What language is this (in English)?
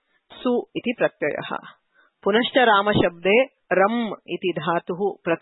Sanskrit